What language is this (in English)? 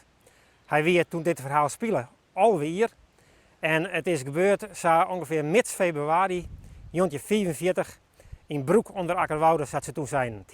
Western Frisian